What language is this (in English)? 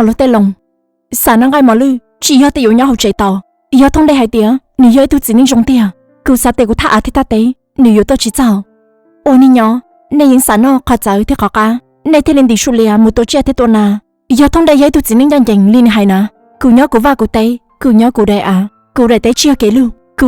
Hmong